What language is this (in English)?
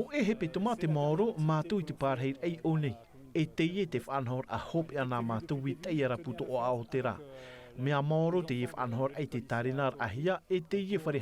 Tahitian